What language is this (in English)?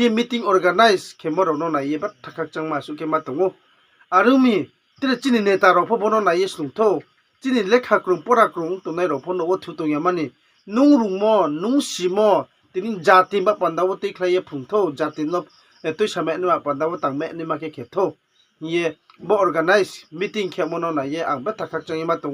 Riang (India)